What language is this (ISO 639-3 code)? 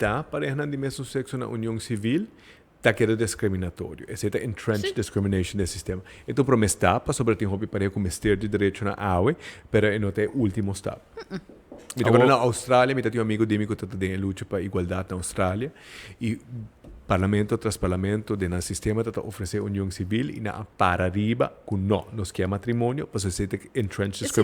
pap